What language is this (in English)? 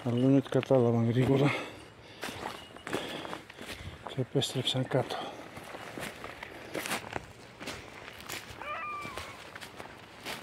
Greek